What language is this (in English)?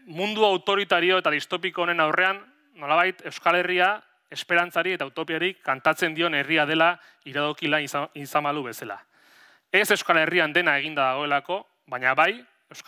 Basque